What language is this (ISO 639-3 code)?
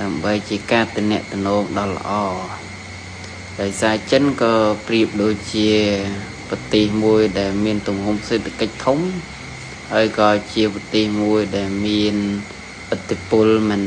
khm